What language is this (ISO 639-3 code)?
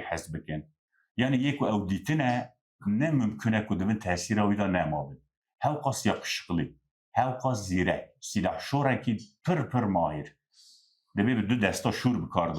kur